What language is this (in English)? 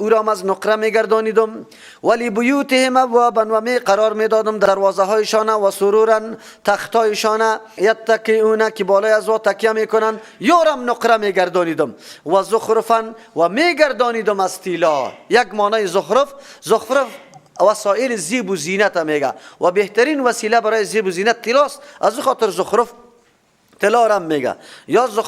Persian